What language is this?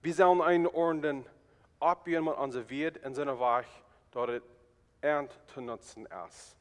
Plautdietsch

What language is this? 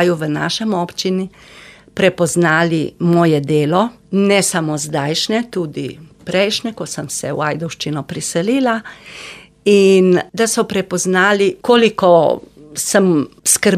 Slovenian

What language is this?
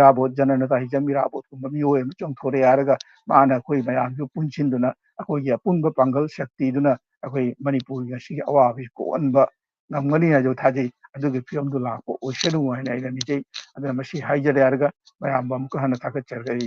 Manipuri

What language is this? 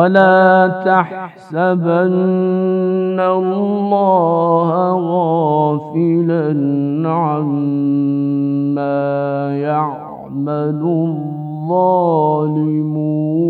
Bosnian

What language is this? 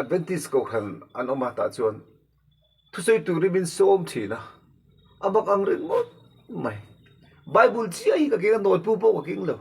Mizo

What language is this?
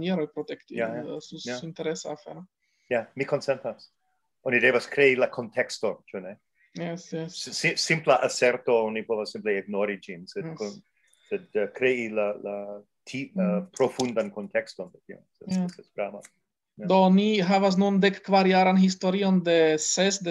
Esperanto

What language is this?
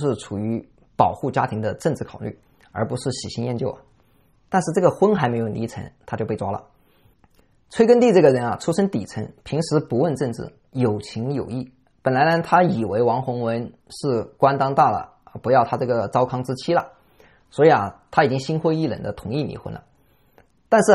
Chinese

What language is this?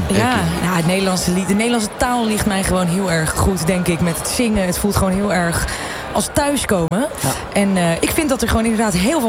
Dutch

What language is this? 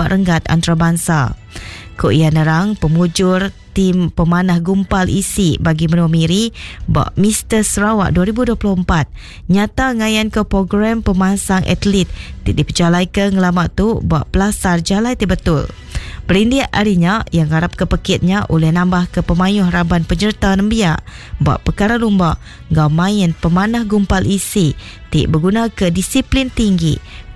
Iban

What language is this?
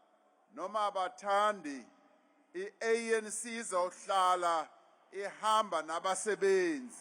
Zulu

